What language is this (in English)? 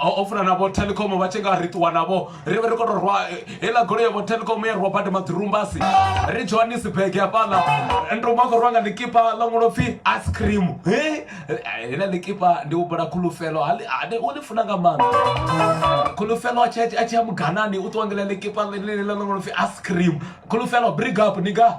Venda